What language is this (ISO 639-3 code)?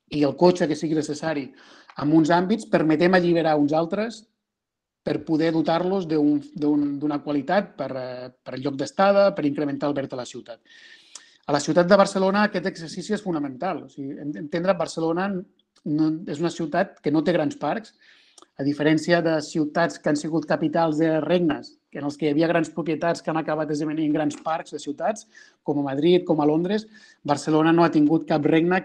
cat